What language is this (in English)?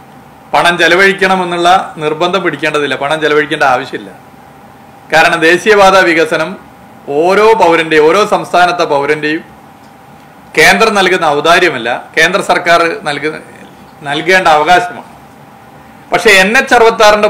Malayalam